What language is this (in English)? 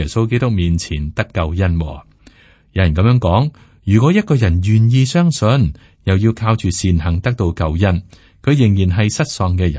Cantonese